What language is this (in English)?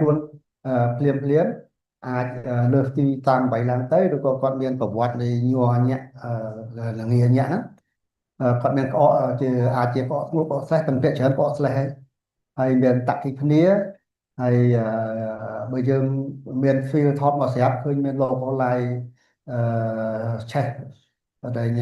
Khmer